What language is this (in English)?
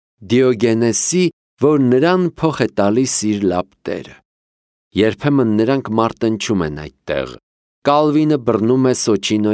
Armenian